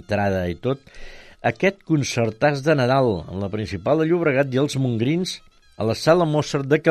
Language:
Catalan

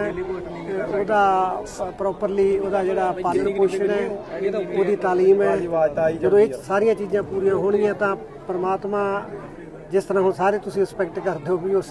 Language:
Punjabi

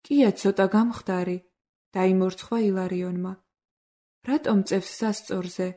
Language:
Georgian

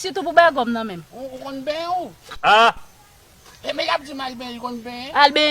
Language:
Haitian Creole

